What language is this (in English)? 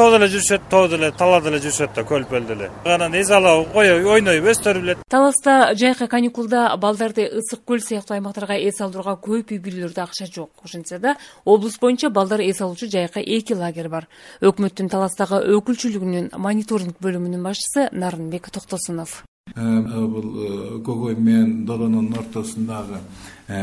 Kyrgyz